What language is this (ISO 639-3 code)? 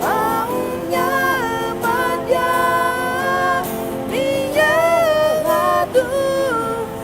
ahk